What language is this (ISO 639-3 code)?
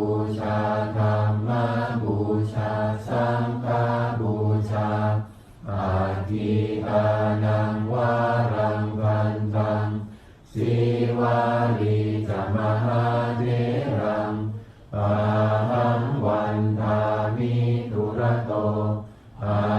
pli